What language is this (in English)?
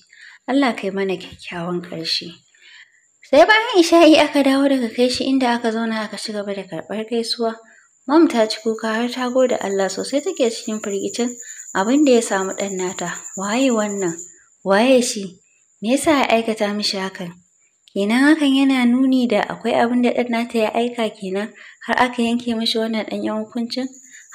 Hausa